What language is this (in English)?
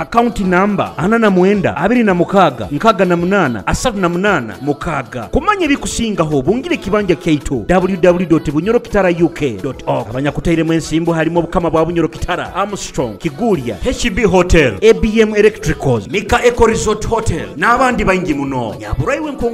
Nyoro